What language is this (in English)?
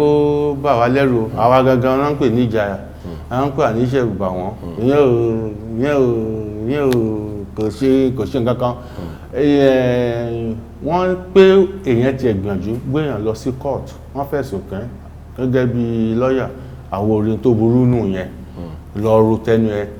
Yoruba